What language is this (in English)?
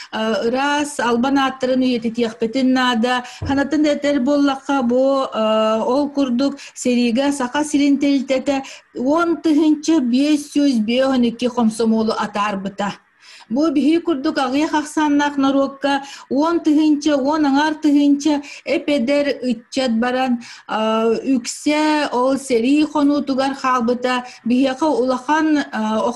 Yakut